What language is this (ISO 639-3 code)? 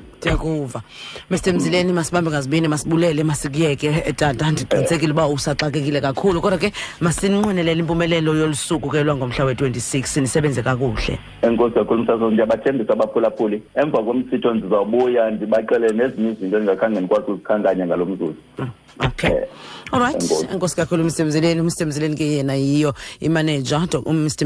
xho